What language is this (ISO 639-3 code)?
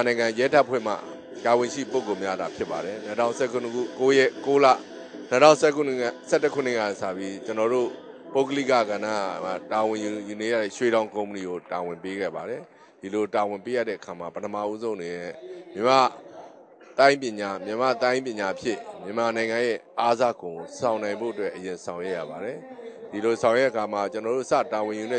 mya